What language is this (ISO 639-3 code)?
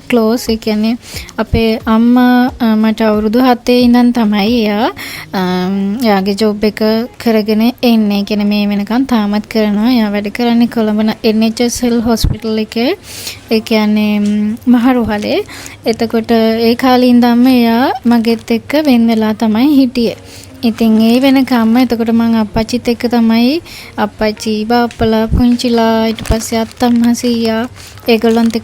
sin